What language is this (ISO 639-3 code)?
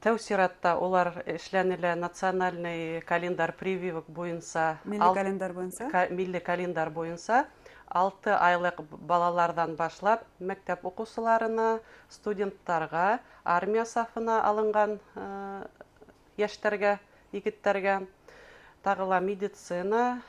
bak